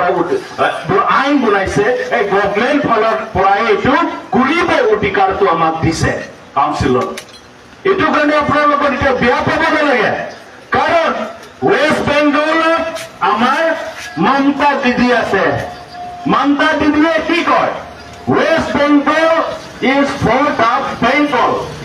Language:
Karbi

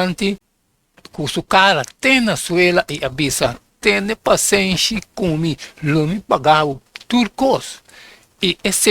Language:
Papiamento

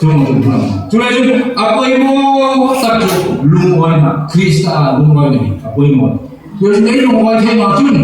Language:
Hmar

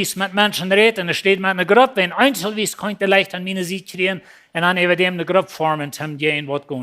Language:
Plautdietsch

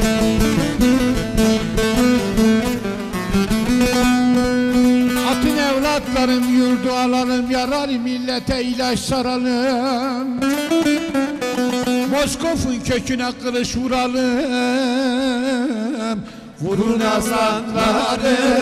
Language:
Turkish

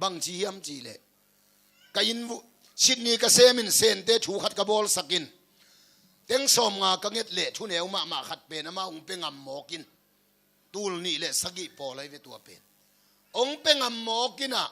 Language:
Tedim Chin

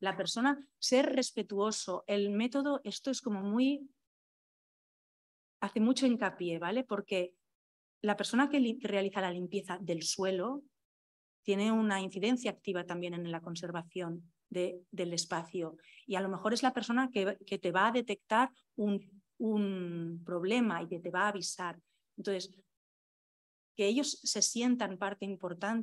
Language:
Spanish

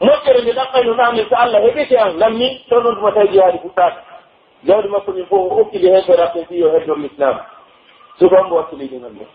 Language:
Pular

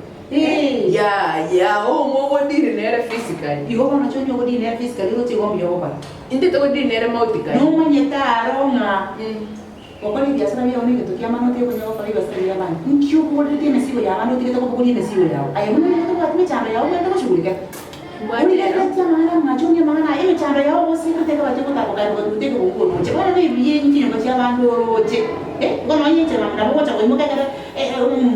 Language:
Gusii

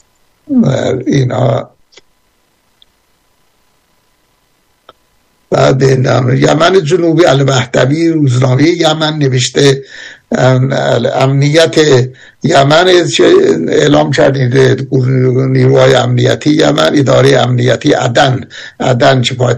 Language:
Persian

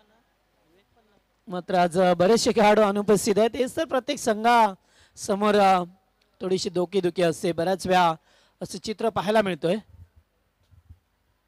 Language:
Marathi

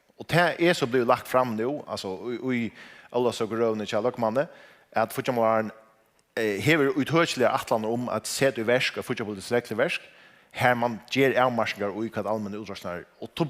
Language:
Faroese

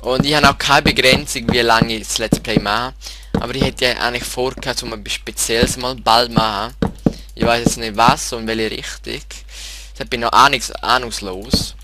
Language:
Swiss German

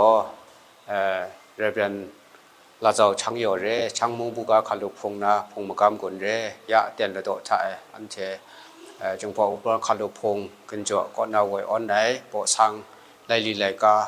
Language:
Kachin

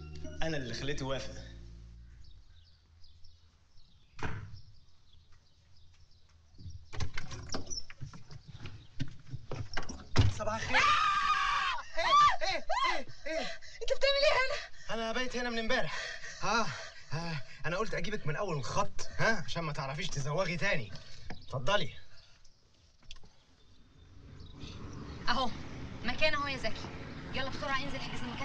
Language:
Egyptian Arabic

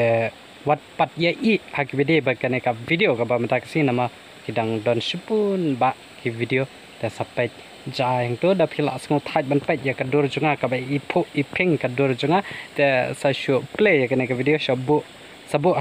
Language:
Khasi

